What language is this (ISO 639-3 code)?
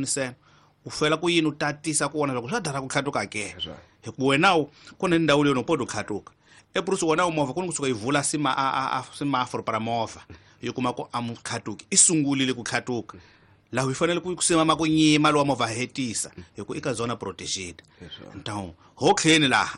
tso